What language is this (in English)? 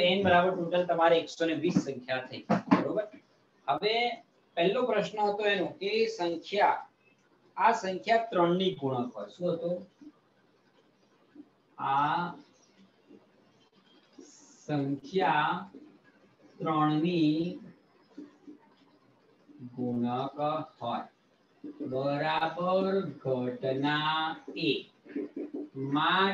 Gujarati